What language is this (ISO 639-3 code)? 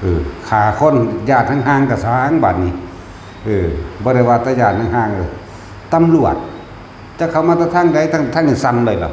tts